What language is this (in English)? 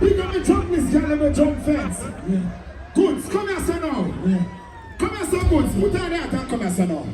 Jamaican Creole English